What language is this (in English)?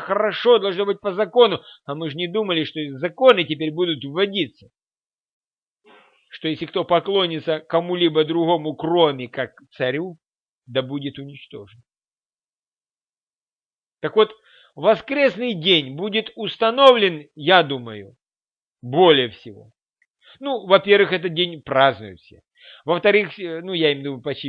Russian